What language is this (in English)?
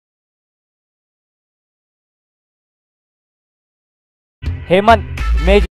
Marathi